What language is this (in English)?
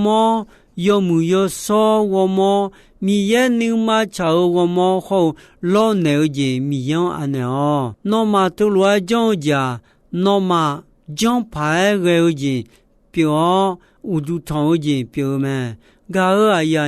Akha